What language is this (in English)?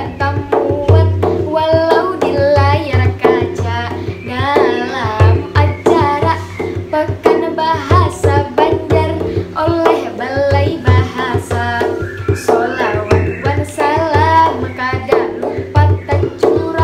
Banjar